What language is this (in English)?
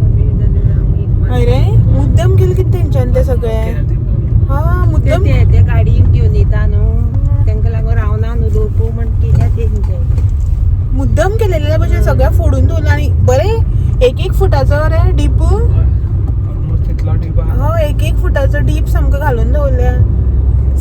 Konkani